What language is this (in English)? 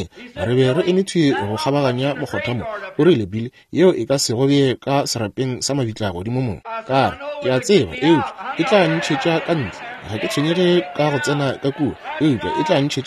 Northern Sotho